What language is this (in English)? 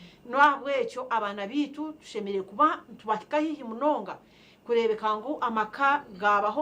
Nyankole